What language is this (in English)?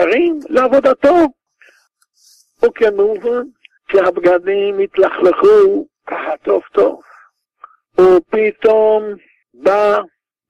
Hebrew